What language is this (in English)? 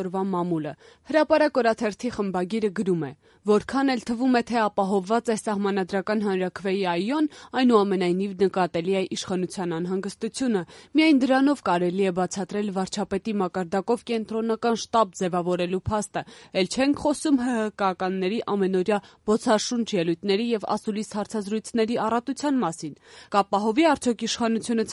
Armenian